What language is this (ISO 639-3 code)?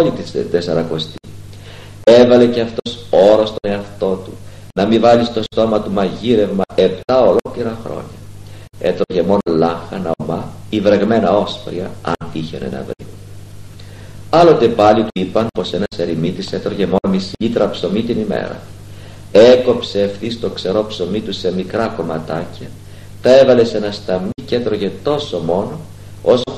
ell